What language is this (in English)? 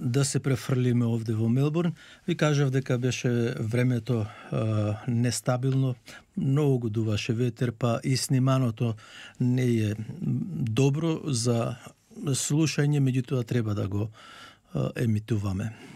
Macedonian